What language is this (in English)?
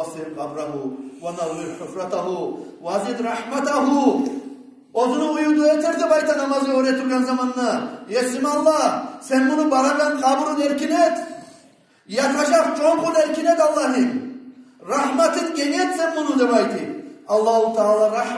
Kumyk